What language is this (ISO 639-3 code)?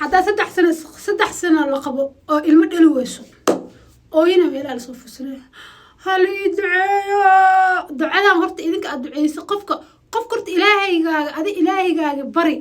som